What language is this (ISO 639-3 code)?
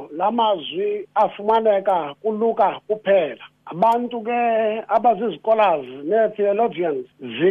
xho